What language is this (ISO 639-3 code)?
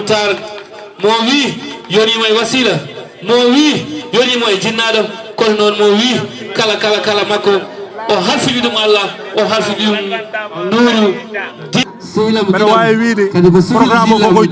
ful